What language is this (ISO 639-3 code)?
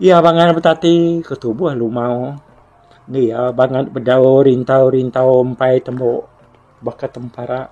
iba